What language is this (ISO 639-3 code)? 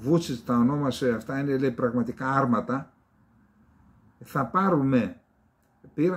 ell